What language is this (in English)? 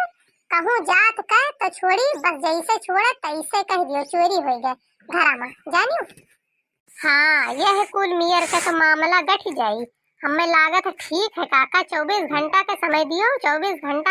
Awadhi